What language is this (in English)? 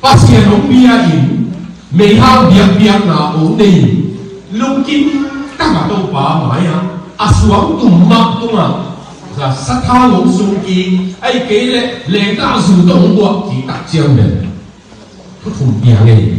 Tedim Chin